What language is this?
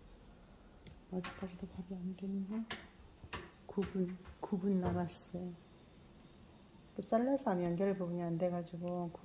Korean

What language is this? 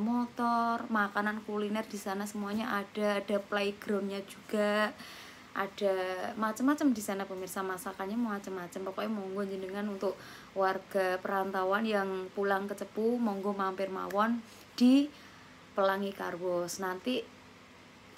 Indonesian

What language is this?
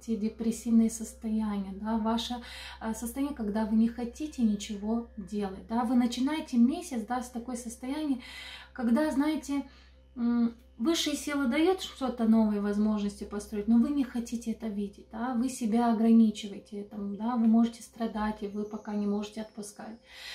Russian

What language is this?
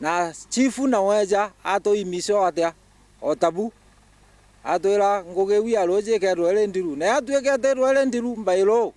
Meru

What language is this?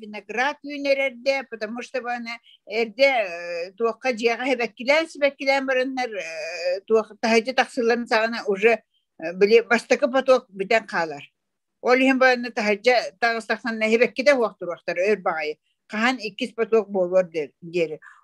Yakut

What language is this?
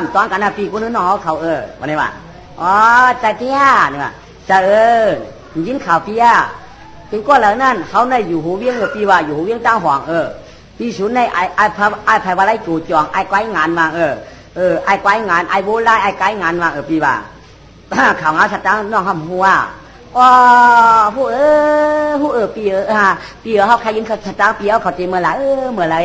Shan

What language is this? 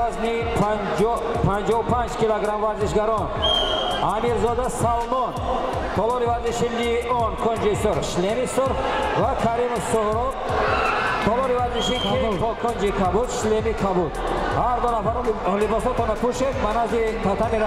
Tajik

